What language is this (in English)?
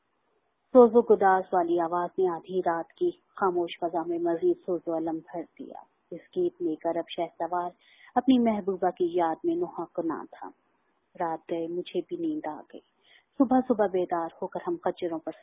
Urdu